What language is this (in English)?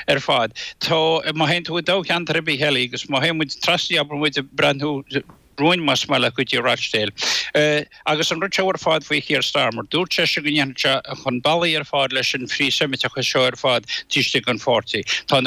Irish